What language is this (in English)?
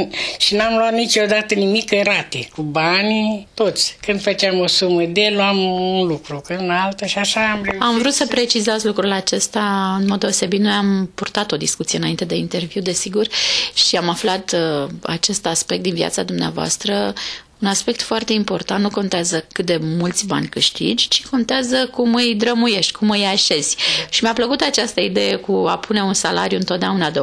Romanian